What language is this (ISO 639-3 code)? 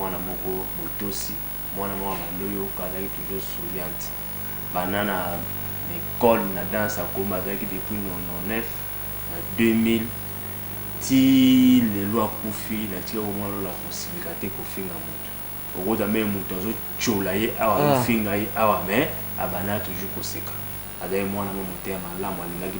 lin